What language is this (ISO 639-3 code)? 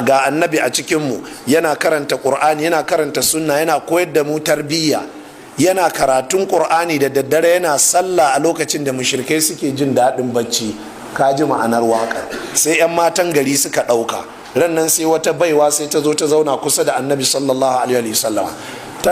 hau